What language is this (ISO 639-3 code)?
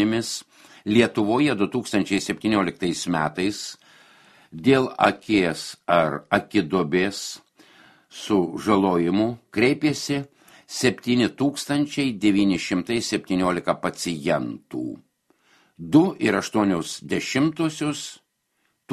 lit